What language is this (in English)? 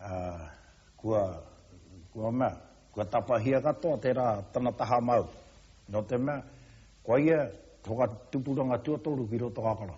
Māori